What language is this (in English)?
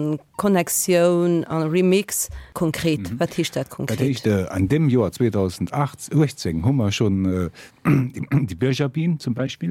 Luxembourgish